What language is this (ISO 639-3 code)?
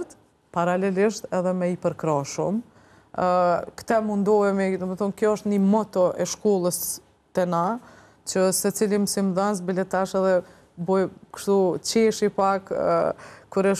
sqi